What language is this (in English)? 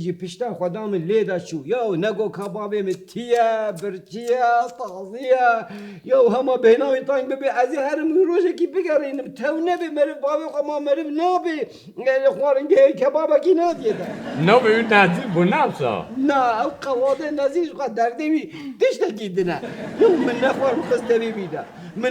Kurdish